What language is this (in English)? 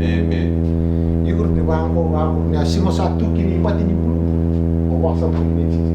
Fijian